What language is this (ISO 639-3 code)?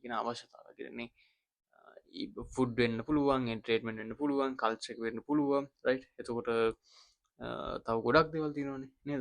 sin